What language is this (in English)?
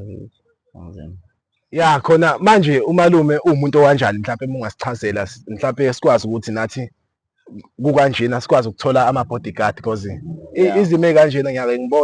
Zulu